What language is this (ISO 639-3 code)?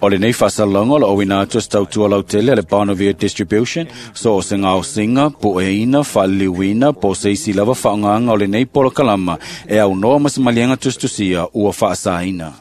smo